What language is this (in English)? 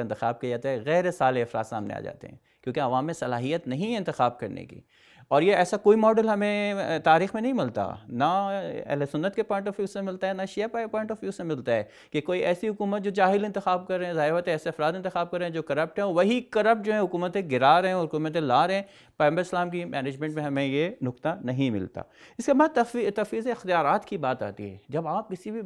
Urdu